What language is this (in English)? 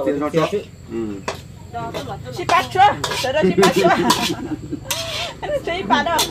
Vietnamese